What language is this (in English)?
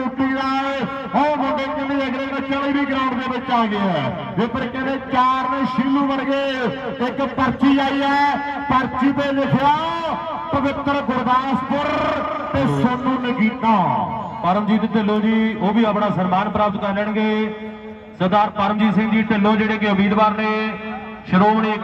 Punjabi